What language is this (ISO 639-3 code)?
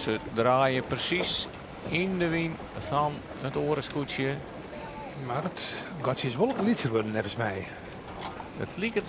fry